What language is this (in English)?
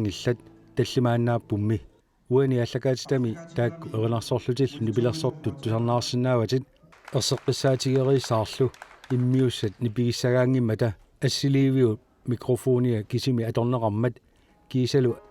Kalaallisut